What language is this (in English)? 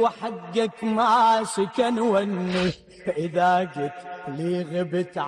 Mesopotamian Arabic